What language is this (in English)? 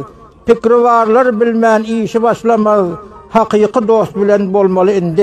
Turkmen